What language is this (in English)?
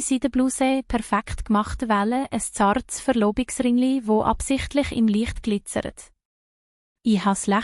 Swiss German